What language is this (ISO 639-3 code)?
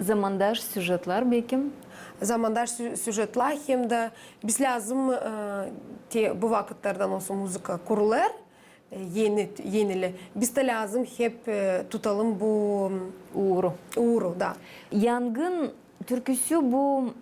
gag